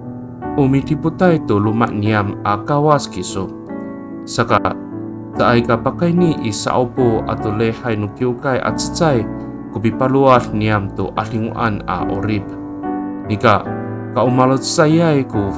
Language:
Amis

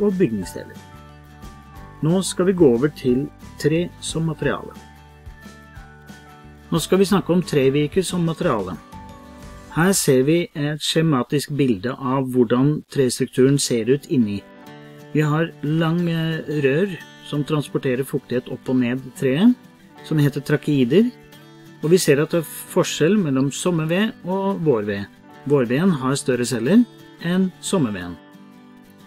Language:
Norwegian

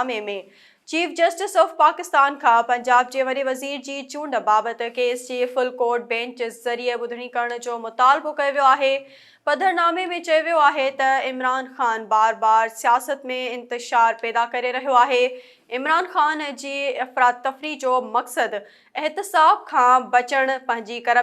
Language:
Sindhi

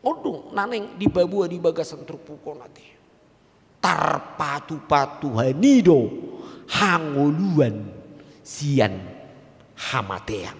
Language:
Batak Toba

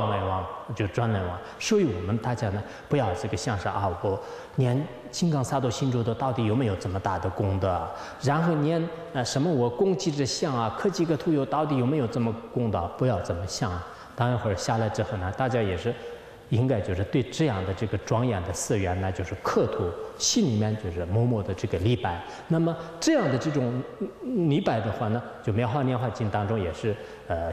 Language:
Chinese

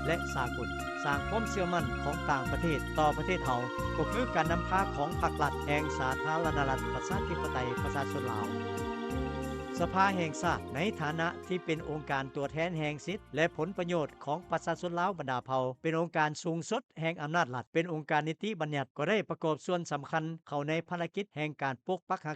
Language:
Lao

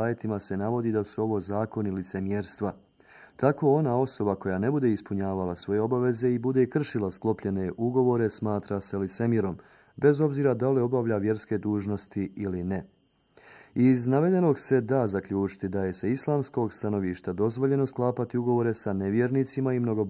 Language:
Bosnian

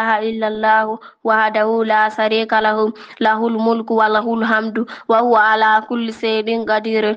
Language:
Fula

